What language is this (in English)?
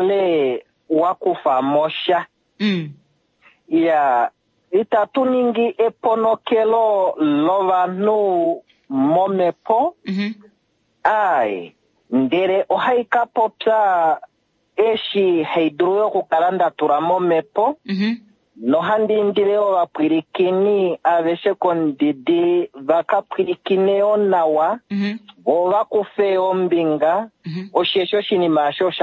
Kuanyama